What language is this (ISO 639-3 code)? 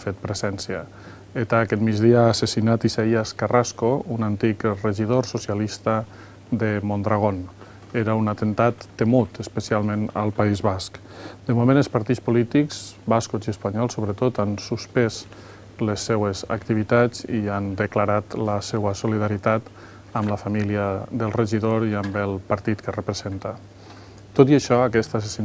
cat